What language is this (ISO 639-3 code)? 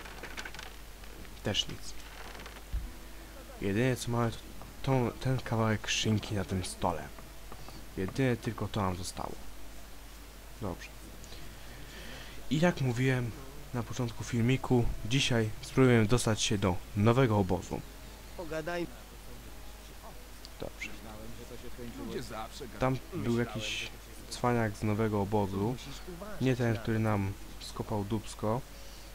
pol